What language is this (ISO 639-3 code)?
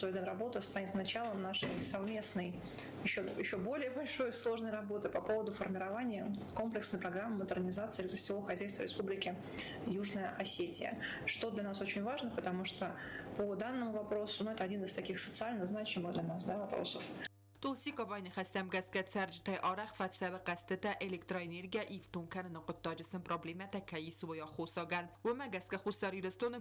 oss